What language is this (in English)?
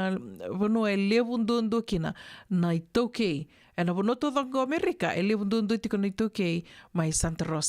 Fijian